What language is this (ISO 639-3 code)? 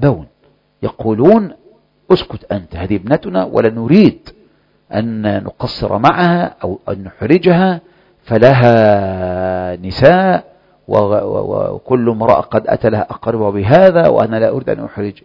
ara